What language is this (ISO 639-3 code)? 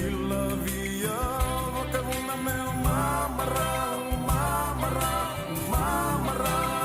fij